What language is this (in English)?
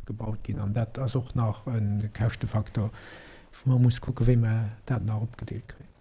Luxembourgish